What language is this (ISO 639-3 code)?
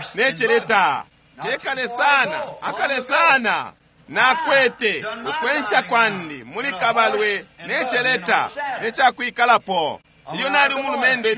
bem